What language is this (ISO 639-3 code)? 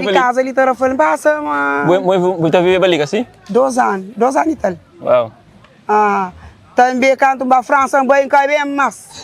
kea